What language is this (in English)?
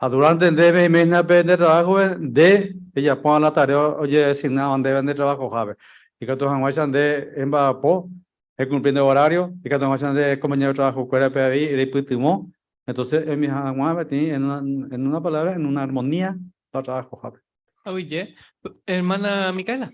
Guarani